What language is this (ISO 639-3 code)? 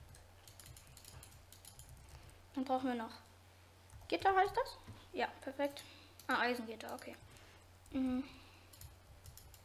deu